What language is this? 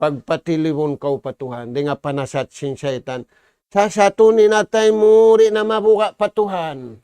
Tausug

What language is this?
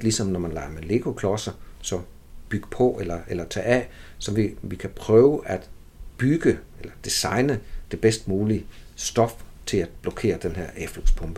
Danish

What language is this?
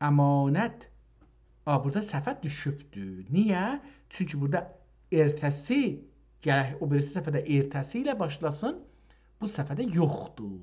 South Azerbaijani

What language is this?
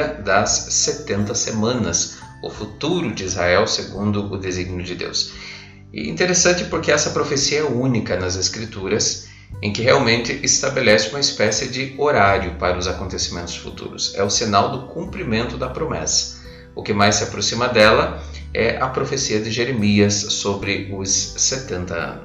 Portuguese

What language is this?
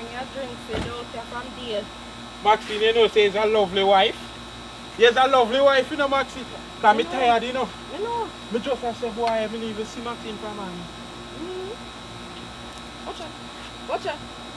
Jamaican Creole English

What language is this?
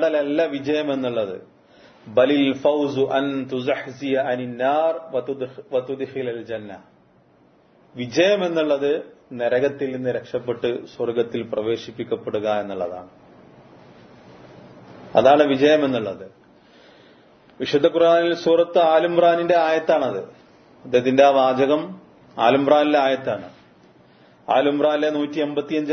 Malayalam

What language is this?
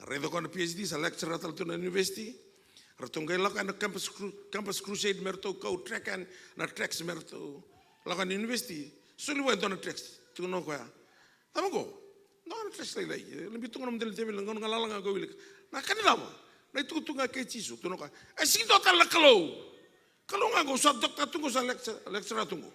Fijian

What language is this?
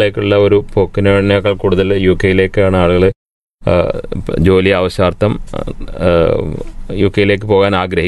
Malayalam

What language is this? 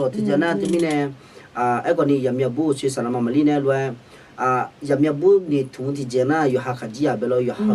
Akha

